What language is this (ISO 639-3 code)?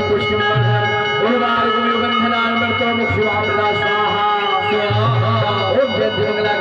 hne